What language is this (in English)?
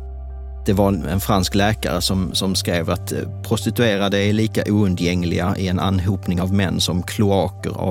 Swedish